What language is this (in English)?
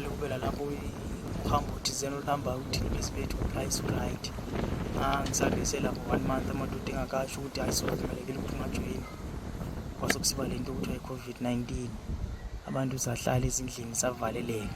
North Ndebele